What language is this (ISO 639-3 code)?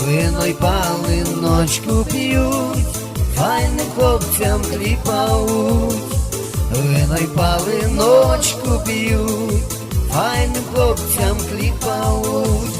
rue